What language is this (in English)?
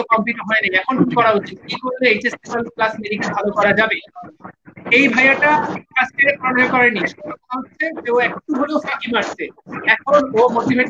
Bangla